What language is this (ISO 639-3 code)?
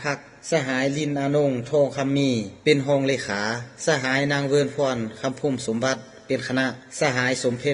lao